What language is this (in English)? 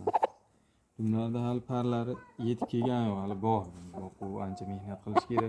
Uzbek